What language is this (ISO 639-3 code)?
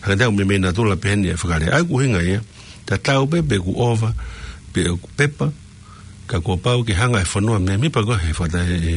ton